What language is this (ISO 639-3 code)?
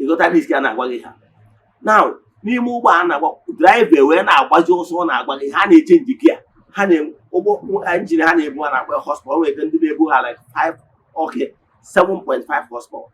ibo